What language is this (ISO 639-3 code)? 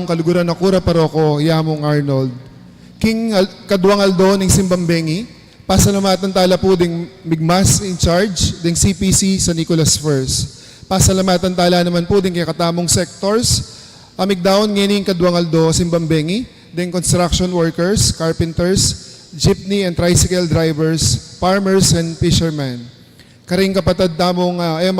pam